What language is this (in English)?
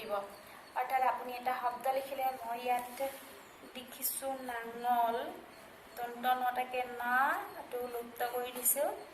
Assamese